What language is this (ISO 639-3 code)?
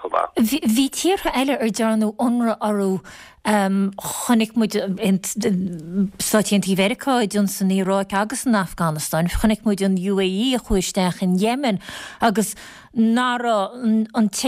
gle